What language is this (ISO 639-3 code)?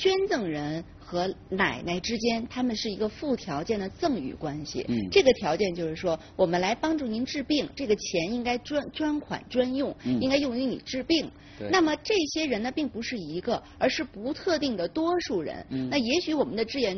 zho